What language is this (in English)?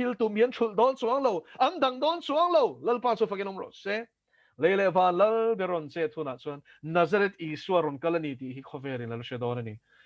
Mizo